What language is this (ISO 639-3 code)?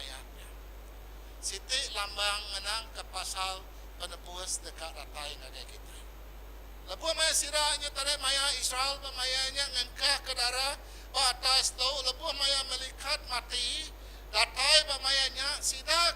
iba